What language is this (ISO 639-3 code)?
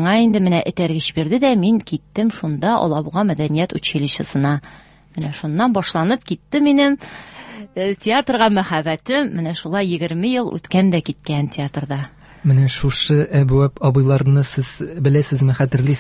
tat